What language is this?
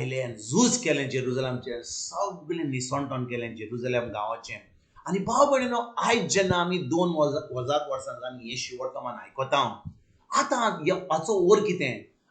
Konkani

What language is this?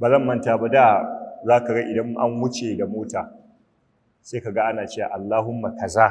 Hausa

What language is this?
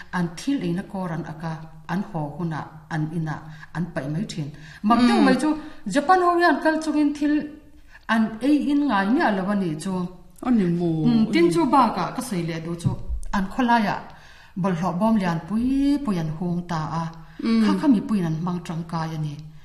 Mizo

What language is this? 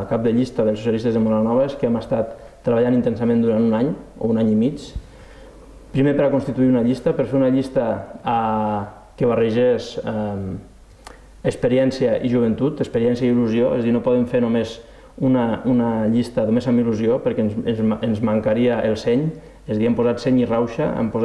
Catalan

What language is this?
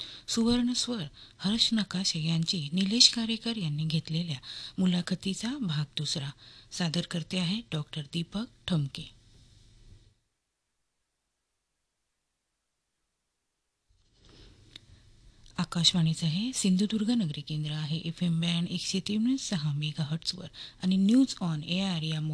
Marathi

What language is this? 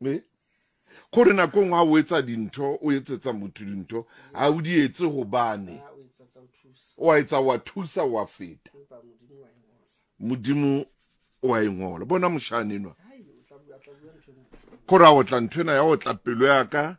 Southern Sotho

